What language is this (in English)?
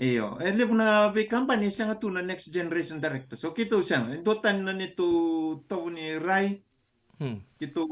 Fijian